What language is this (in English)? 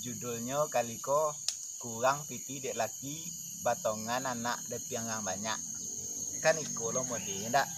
Minangkabau